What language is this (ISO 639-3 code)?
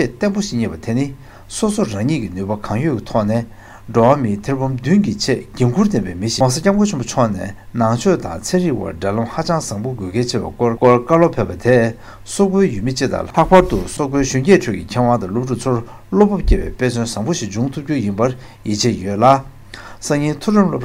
bod